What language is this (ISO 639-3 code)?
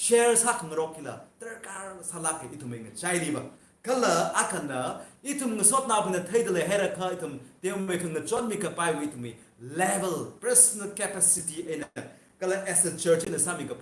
nmf